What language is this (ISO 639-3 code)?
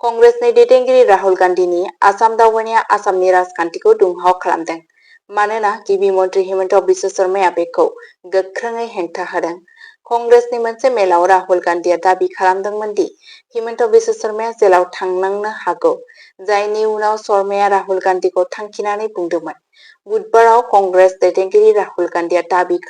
brx